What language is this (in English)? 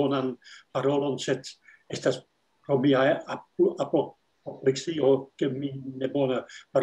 Esperanto